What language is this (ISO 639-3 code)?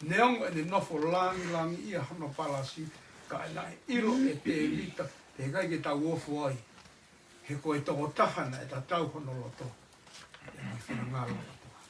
ton